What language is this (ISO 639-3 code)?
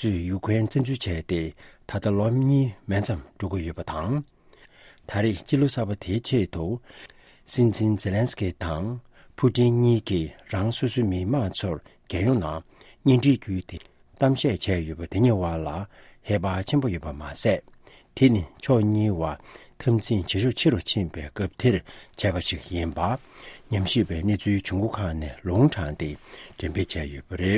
bod